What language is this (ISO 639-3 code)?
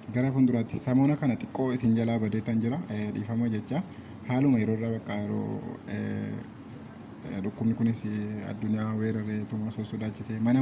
orm